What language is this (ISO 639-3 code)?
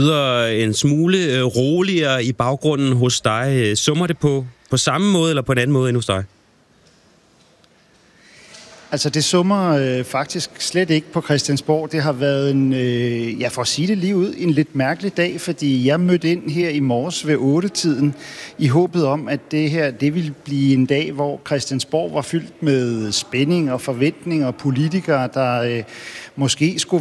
dan